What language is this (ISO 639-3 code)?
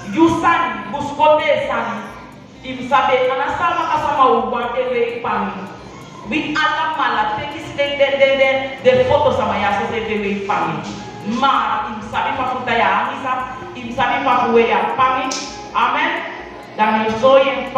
srm